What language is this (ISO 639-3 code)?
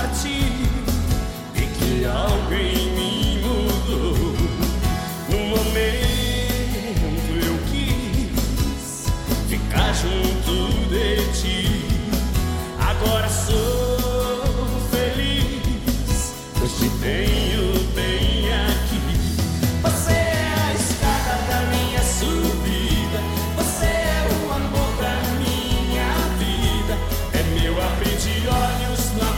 por